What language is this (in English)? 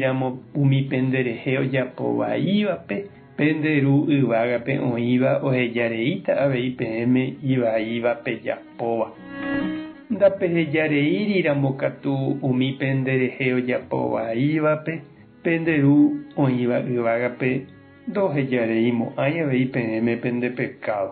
Guarani